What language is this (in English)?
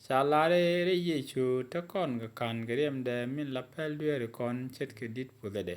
Nuer